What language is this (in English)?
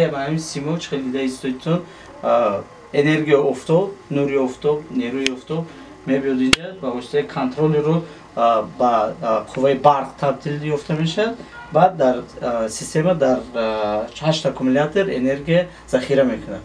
Tajik